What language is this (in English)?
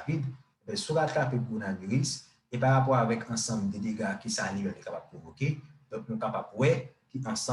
Haitian Creole